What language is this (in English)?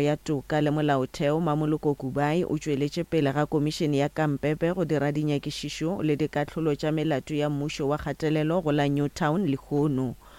Northern Sotho